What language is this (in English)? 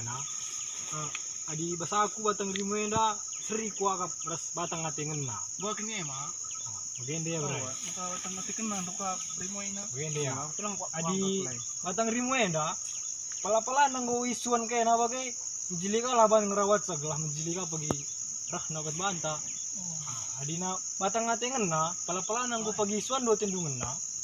Batak Karo